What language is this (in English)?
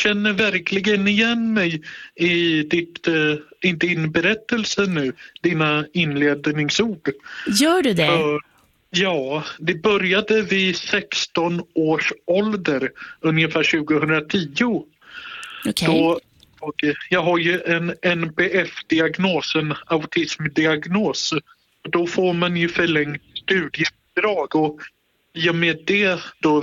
Swedish